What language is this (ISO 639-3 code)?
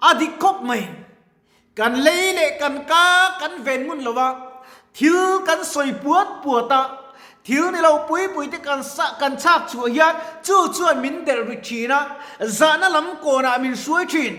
lus